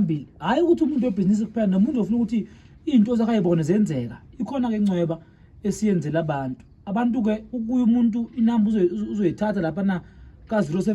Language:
Zulu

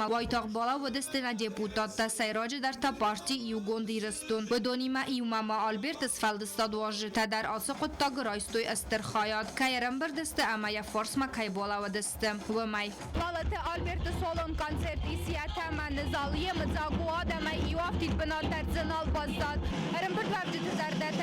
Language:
Ossetic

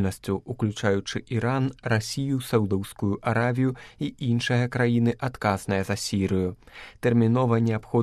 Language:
Belarusian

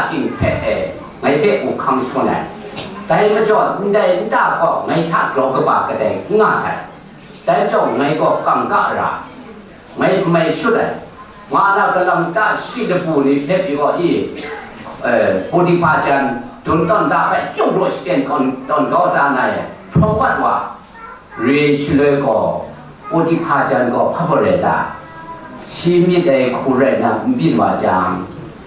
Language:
Kachin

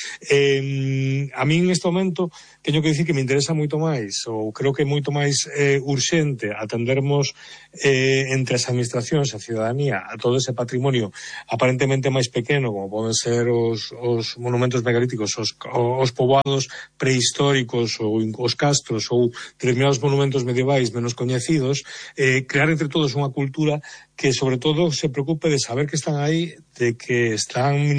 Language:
Galician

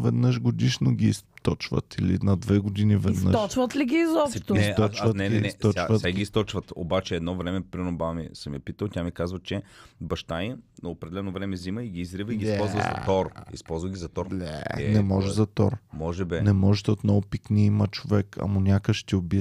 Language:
Bulgarian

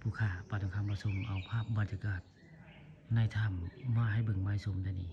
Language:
Northeastern Thai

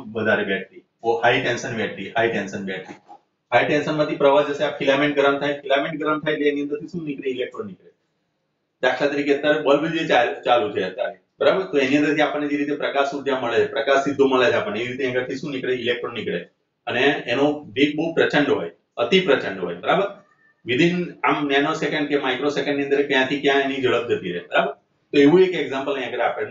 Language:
Gujarati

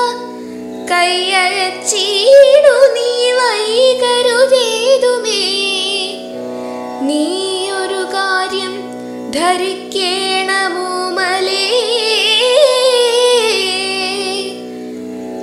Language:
Malayalam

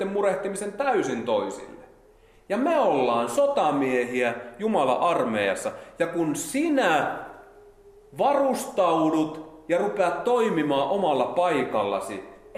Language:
Finnish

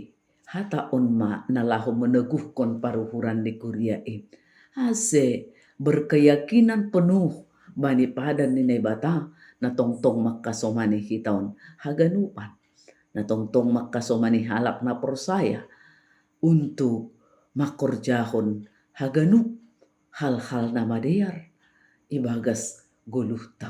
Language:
Batak Simalungun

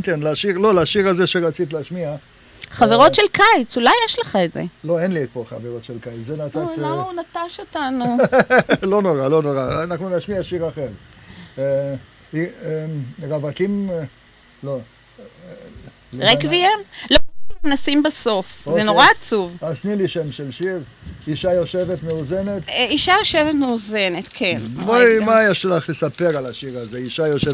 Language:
Hebrew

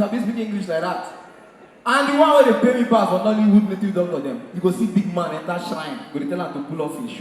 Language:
Nigerian Pidgin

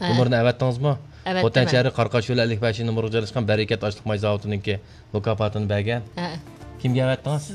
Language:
Uyghur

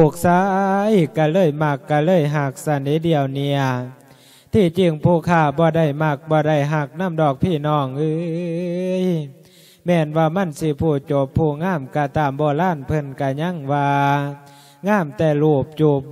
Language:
Lao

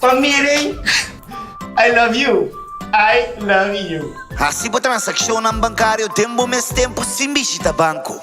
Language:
Papiamento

